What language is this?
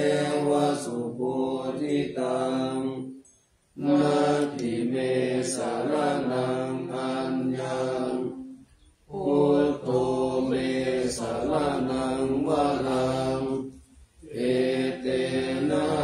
Pali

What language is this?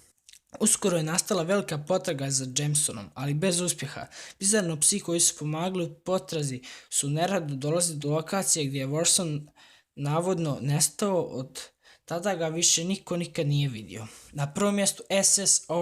Bosnian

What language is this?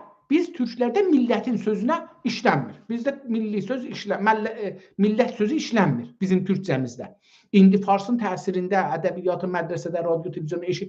South Azerbaijani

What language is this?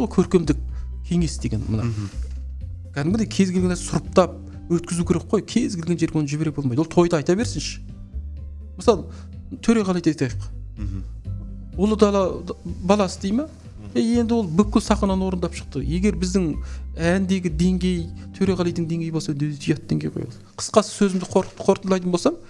Kazakh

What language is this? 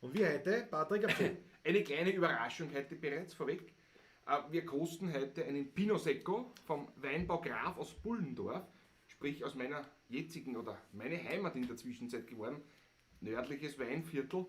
Bavarian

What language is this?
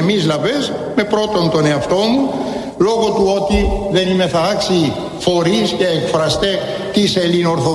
Greek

